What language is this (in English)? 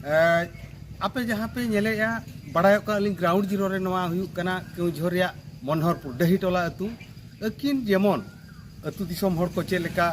Santali